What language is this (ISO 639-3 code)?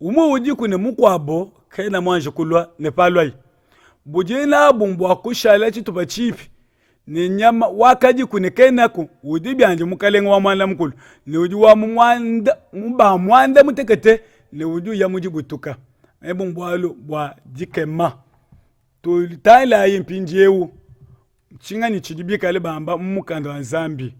lua